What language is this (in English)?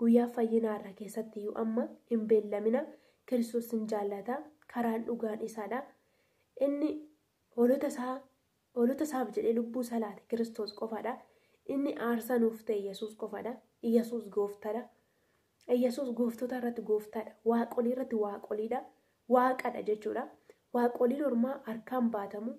Oromo